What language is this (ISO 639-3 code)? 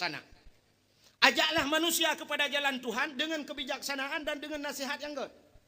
ace